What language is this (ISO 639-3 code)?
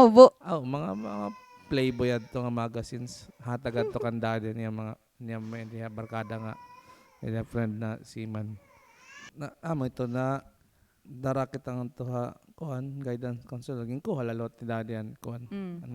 war